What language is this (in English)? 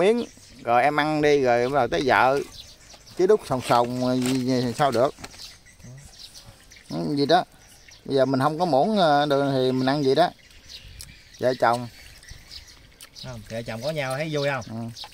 Vietnamese